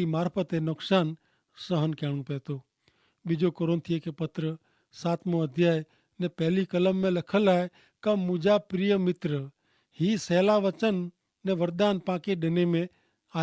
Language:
Kachhi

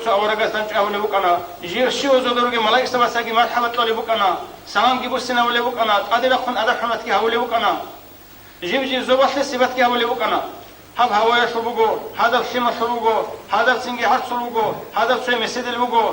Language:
Avaric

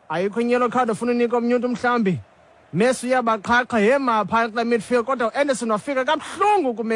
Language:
Xhosa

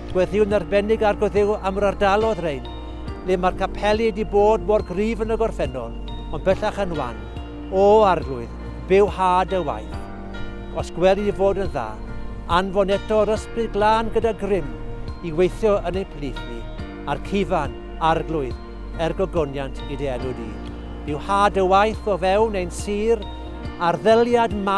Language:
Welsh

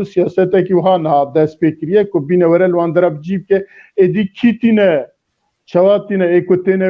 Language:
Kurdish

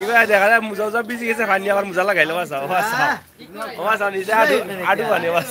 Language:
Sylheti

